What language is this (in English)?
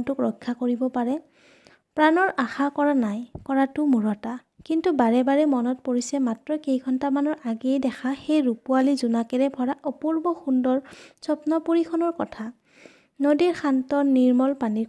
Assamese